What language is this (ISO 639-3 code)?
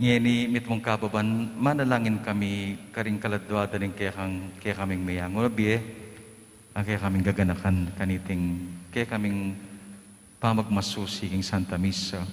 pam